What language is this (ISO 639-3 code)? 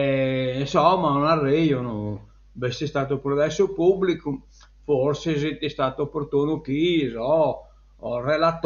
srd